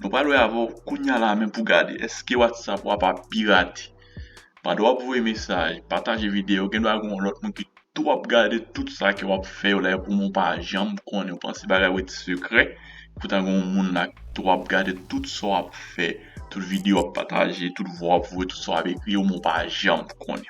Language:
Haitian Creole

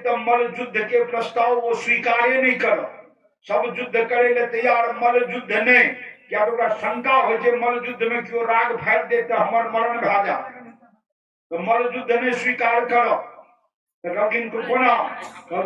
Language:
Maithili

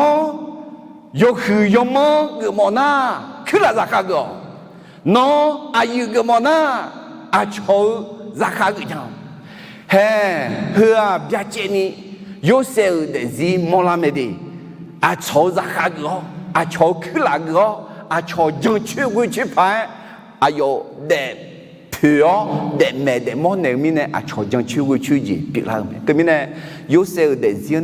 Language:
Akha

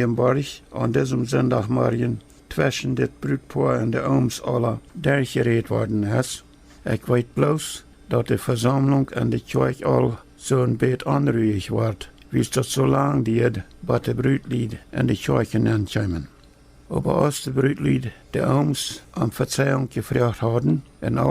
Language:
Plautdietsch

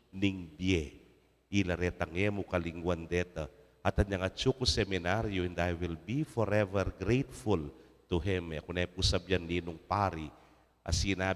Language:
Pampanga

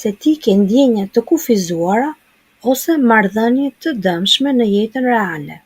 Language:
Albanian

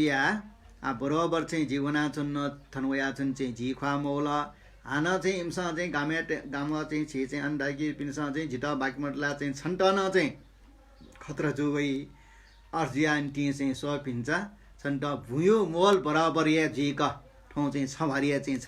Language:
Newari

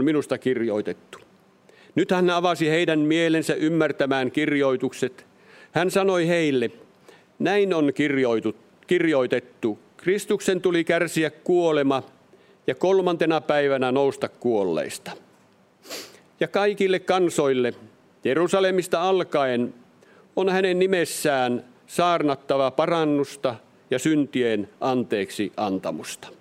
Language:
Finnish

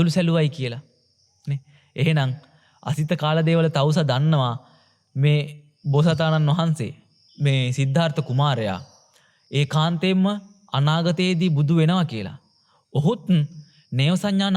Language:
Sinhala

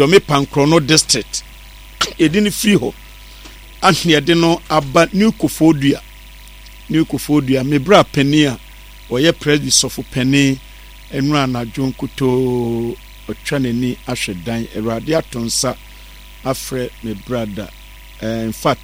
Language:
Akan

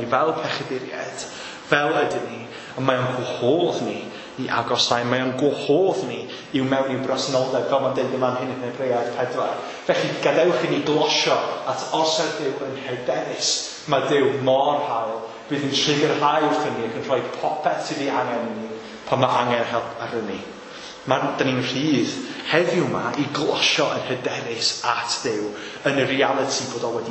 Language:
Welsh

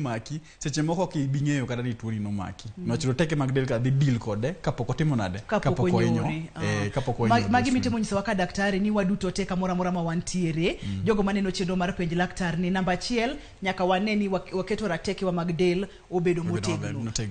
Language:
Luo (Kenya and Tanzania)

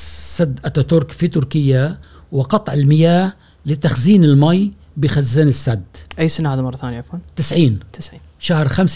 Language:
Gulf Arabic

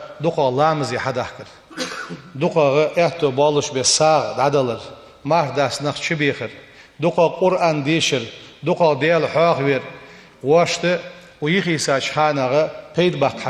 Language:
Ingush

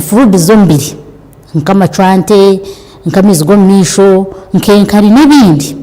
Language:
Nyankole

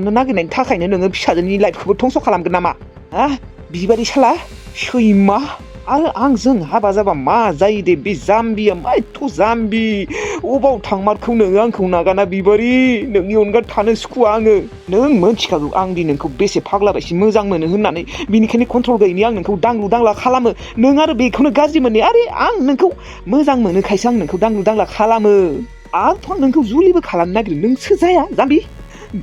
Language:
Bodo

